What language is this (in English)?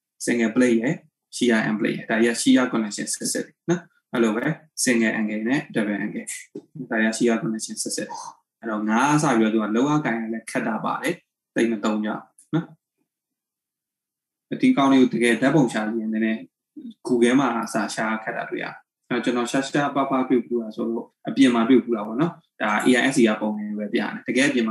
Burmese